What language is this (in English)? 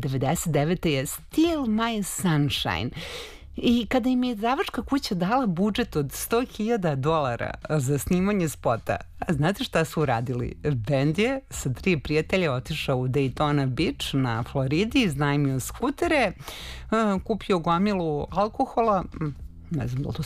Serbian